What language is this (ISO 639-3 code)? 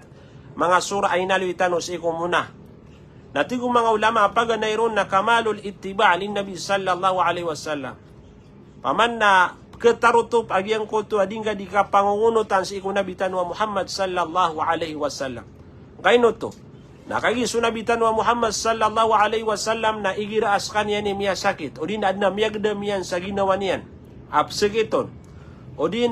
mrw